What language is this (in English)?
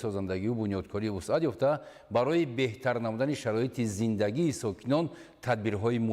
Tajik